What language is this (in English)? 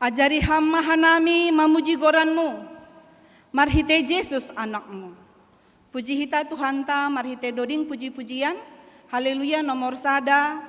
Batak Simalungun